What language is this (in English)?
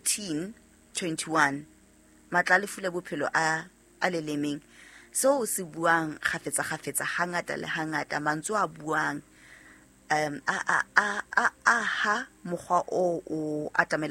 Southern Sotho